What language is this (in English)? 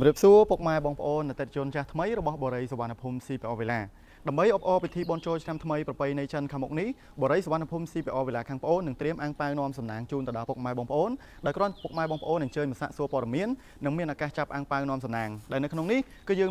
Khmer